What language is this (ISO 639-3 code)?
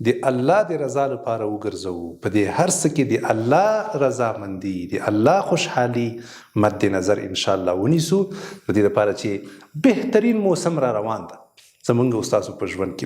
pus